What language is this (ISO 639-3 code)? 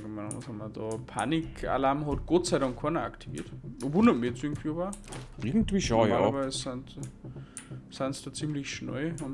bar